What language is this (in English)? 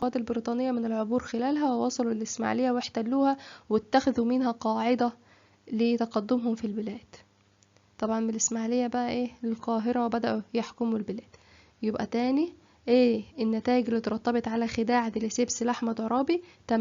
Egyptian Arabic